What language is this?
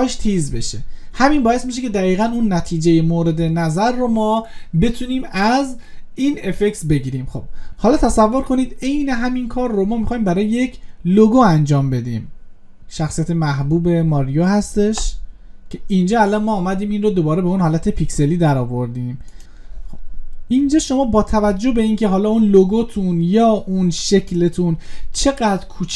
Persian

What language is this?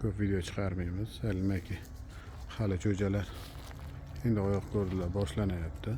Uzbek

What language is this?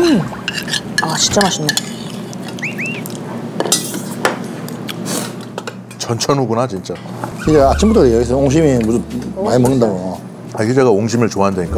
Korean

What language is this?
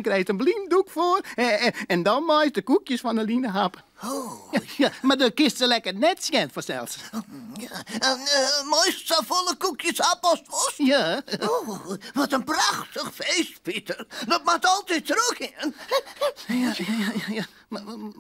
Western Frisian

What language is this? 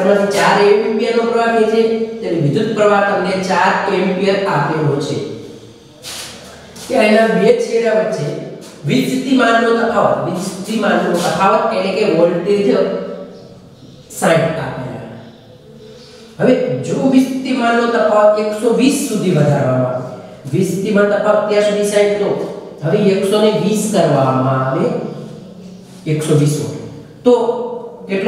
Gujarati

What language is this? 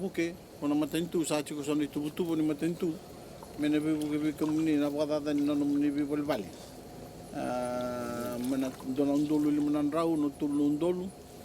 Fijian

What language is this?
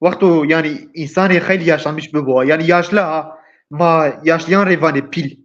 Zaza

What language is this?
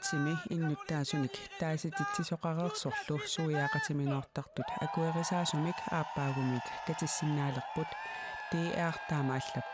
Kalaallisut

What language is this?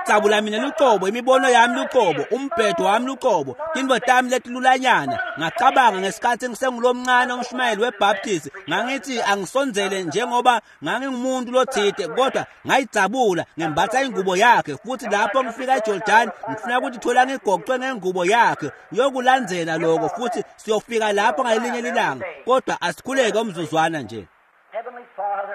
Swati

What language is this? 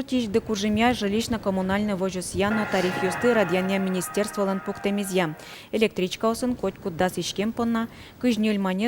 Udmurt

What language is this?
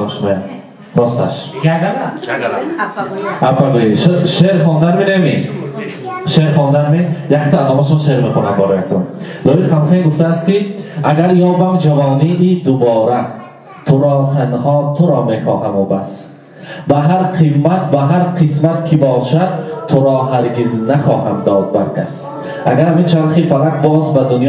Tajik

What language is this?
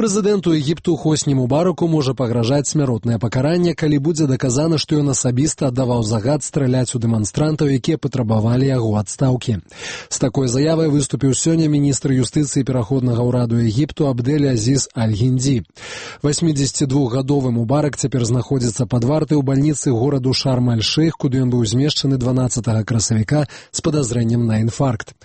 Belarusian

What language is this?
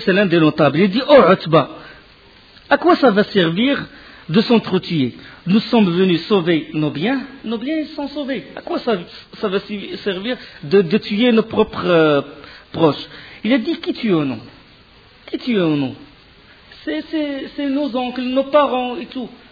French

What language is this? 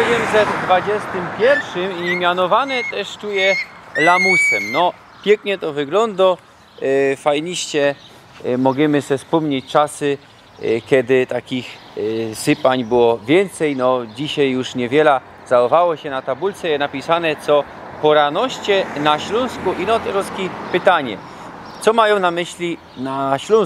Silesian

